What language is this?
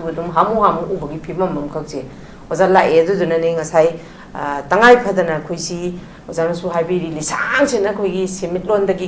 Manipuri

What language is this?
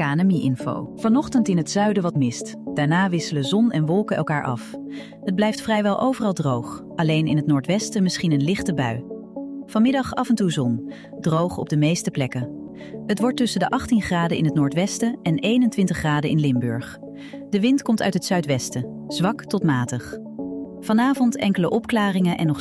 Dutch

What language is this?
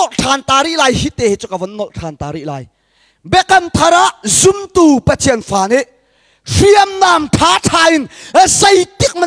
Hakha Chin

